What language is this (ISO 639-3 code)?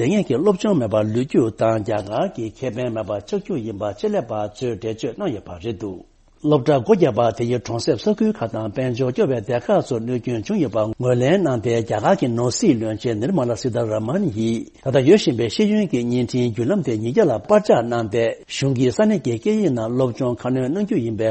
bod